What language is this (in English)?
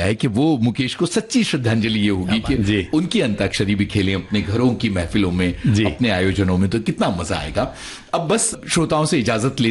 Hindi